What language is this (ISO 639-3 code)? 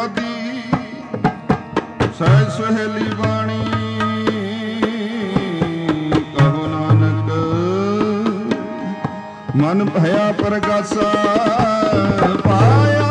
pan